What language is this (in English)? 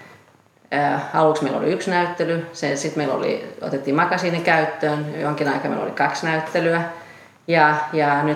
Finnish